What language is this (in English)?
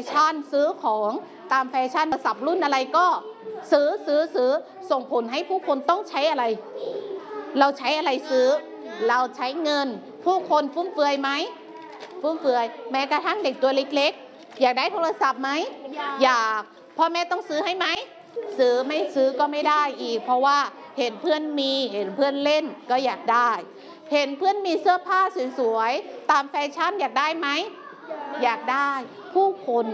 Thai